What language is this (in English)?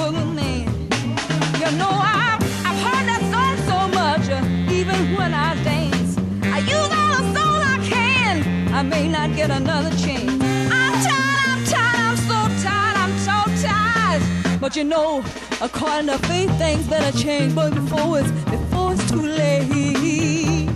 English